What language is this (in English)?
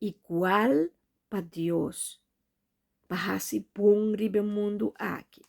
Papiamento